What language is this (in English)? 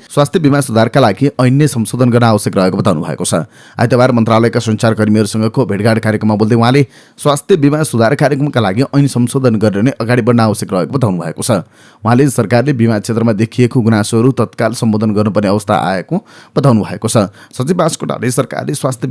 Nepali